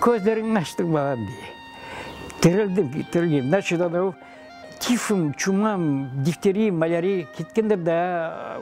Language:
Crimean Tatar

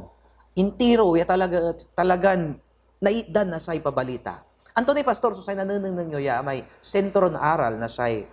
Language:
Pangasinan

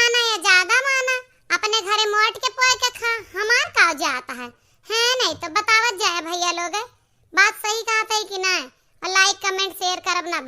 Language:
Awadhi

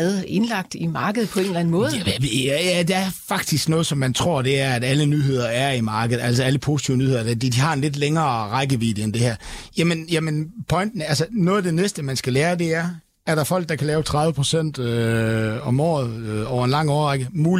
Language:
Danish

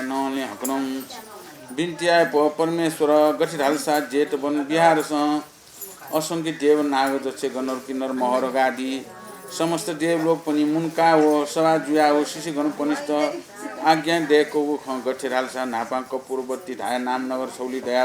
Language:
Newari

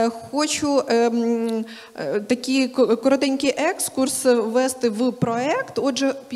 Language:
Ukrainian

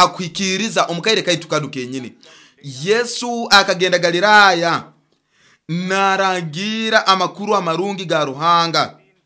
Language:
Nyoro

